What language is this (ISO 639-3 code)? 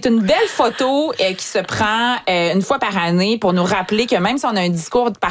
fra